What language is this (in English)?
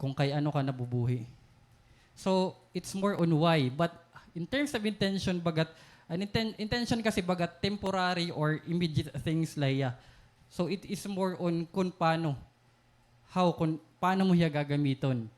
Waray